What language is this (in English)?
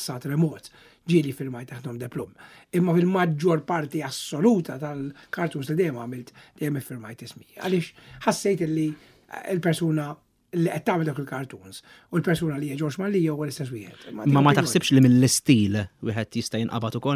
Maltese